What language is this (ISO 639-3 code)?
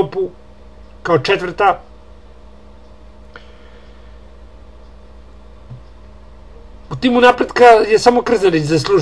srp